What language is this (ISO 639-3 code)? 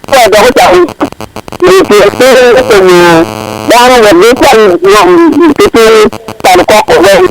ach